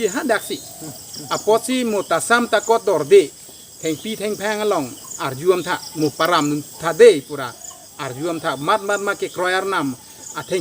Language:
Karbi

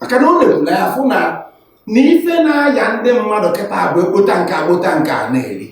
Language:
Igbo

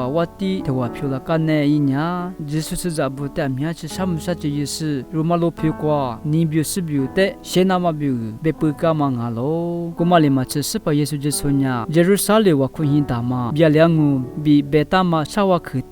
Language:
Lisu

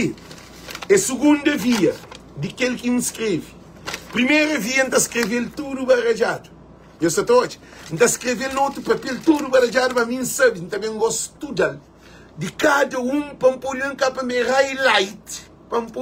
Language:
Kabuverdianu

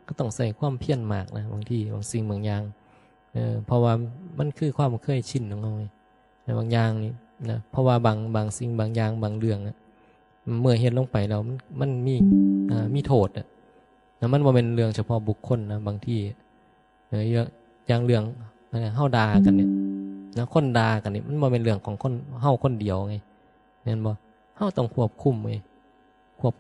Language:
Northeastern Thai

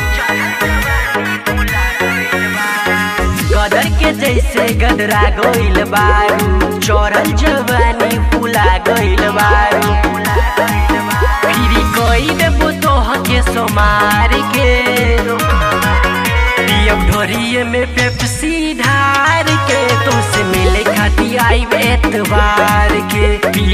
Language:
Bhojpuri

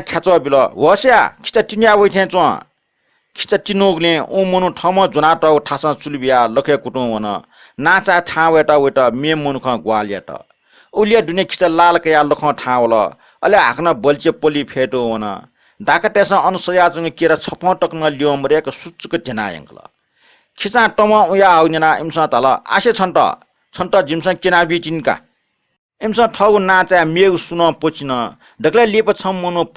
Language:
Newari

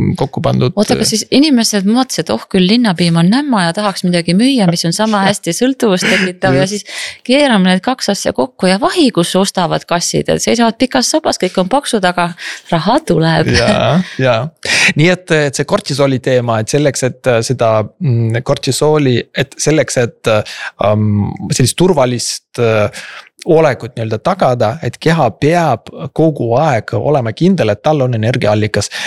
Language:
Estonian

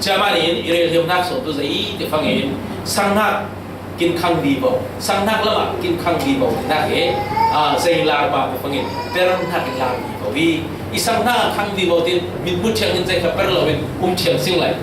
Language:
Falam Chin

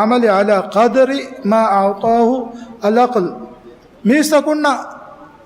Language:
Divehi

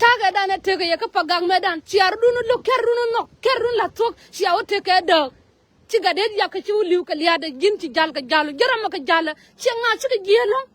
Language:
Nuer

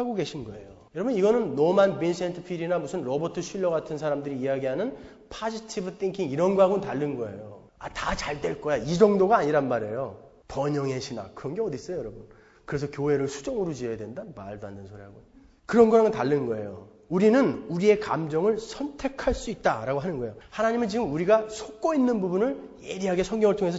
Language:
Korean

